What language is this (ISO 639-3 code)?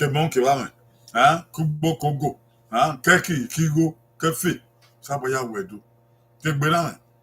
bin